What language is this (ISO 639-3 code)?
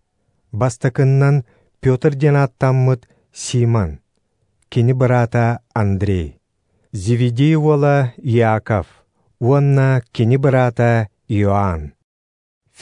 sah